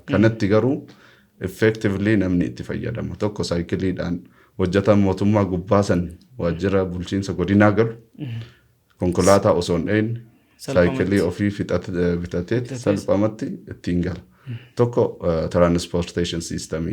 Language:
Oromo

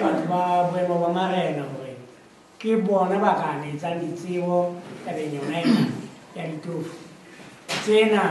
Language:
Southern Sotho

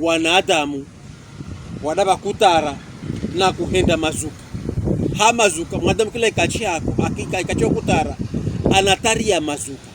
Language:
Pokomo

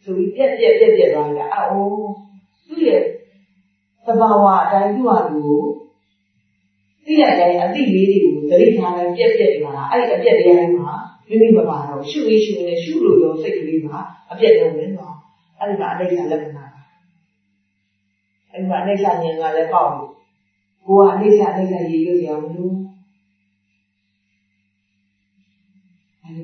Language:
Burmese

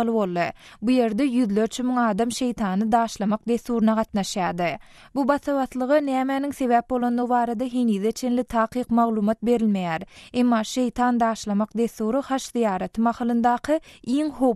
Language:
Turkmen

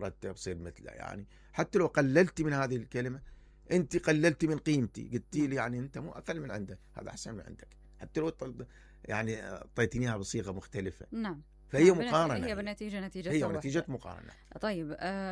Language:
Mesopotamian Arabic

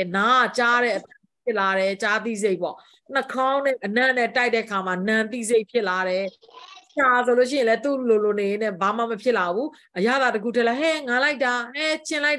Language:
Burmese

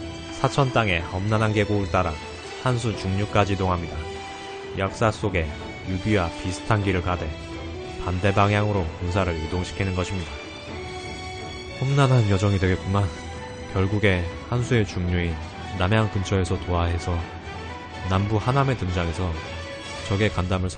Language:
Korean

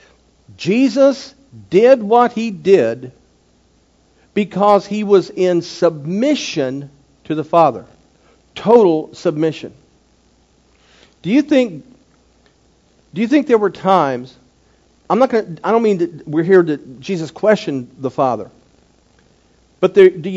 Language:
English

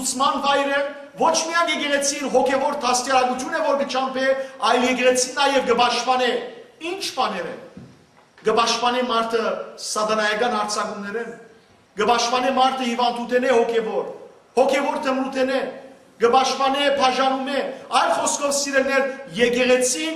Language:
Western Armenian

